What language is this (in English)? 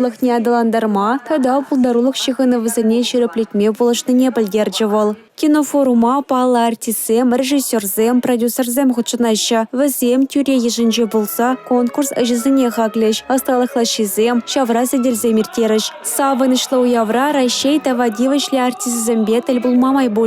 Chuvash